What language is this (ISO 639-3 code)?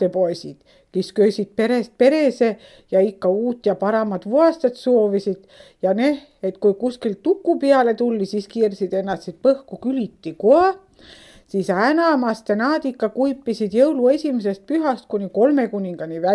est